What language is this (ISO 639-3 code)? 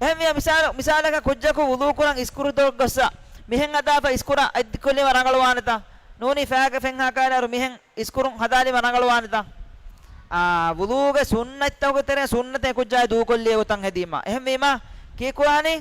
div